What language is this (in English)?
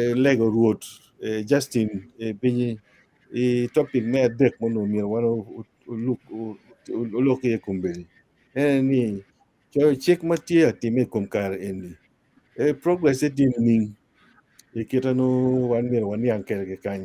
Acoli